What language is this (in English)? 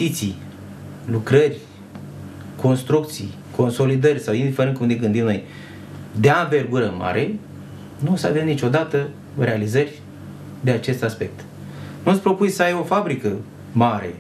Romanian